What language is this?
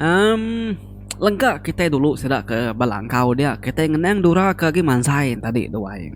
Iban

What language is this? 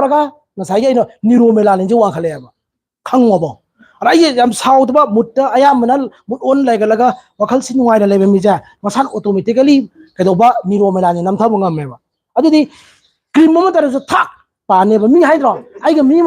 Manipuri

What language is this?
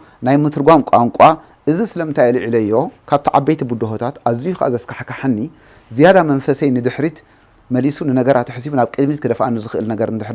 Tigrinya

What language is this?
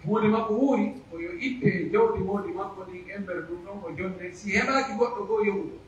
Pular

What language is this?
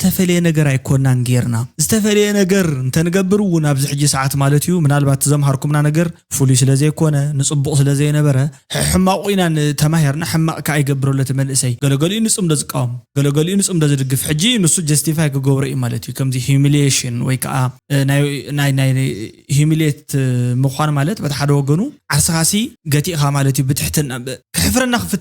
Tigrinya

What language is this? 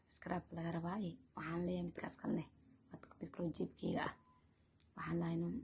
Somali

